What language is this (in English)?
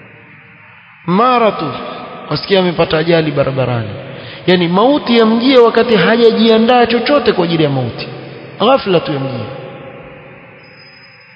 Swahili